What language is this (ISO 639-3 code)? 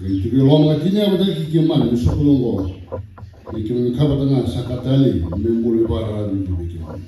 fij